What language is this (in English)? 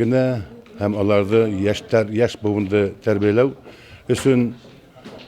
Bashkir